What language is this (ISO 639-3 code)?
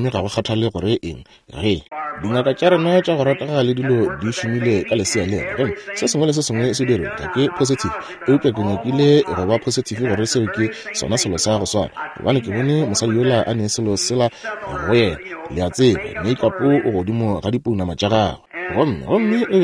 nso